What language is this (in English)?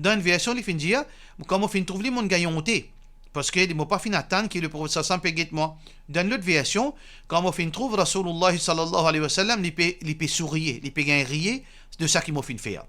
Morisyen